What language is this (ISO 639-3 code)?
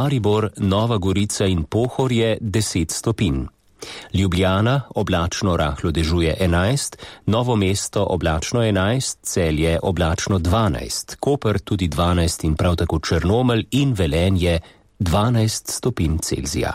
slv